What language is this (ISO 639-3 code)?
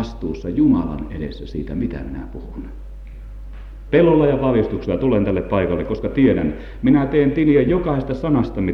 fin